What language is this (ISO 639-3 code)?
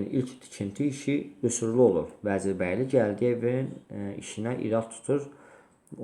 aze